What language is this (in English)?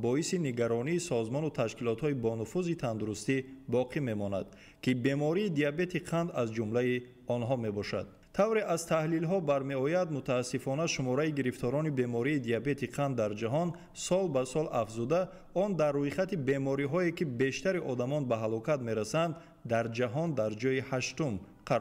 Tajik